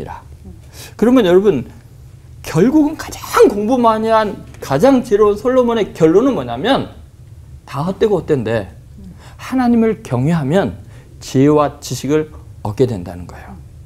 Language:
Korean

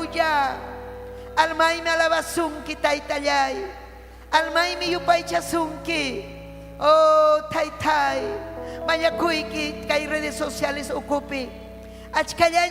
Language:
Ayacucho Quechua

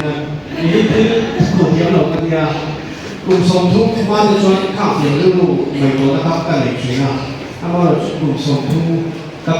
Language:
Mizo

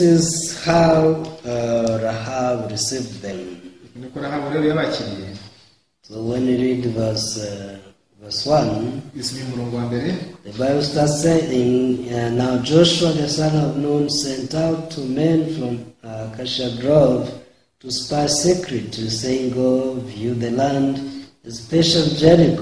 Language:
Kinyarwanda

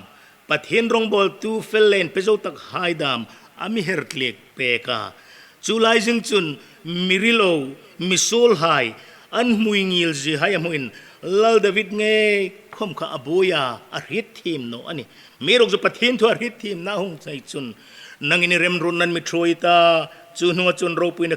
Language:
Hmar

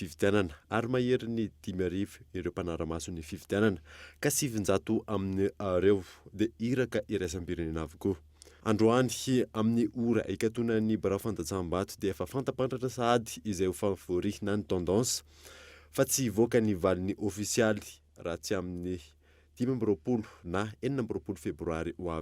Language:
Malagasy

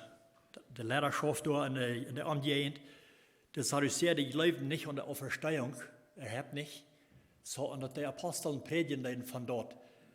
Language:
Plautdietsch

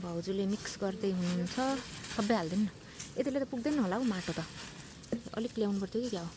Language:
Nepali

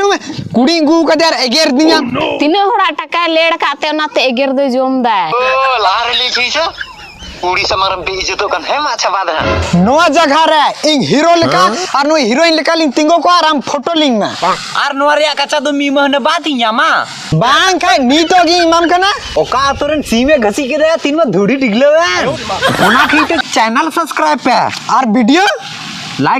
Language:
Santali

